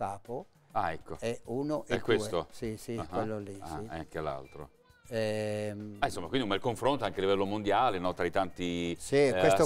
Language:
Italian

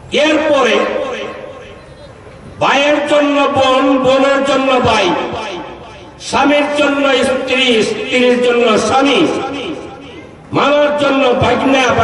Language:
Bangla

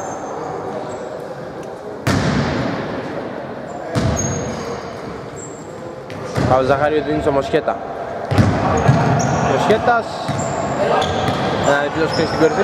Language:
Greek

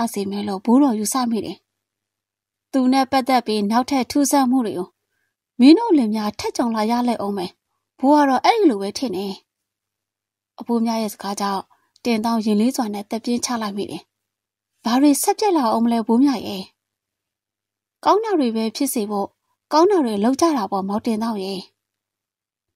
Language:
Burmese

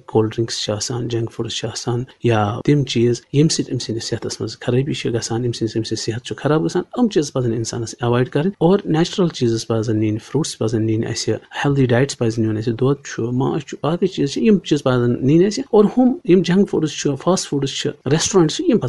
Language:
Kashmiri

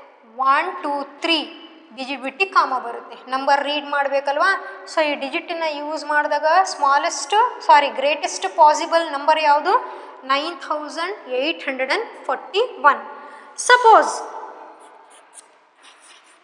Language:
Kannada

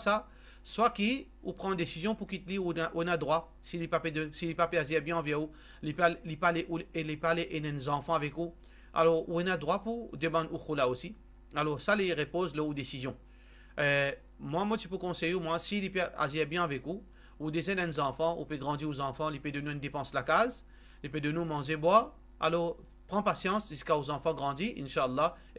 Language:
Morisyen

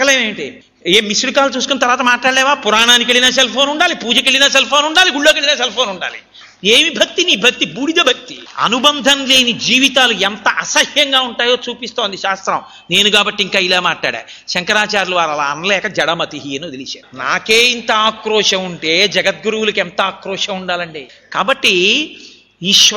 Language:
Telugu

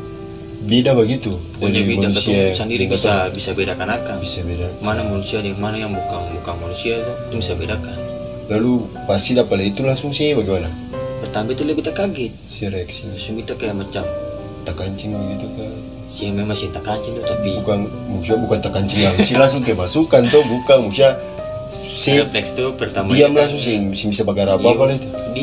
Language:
Ambonese Malay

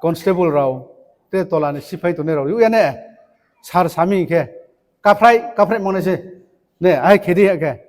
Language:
Riang (India)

